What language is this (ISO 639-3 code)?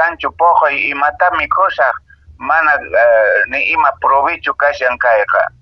que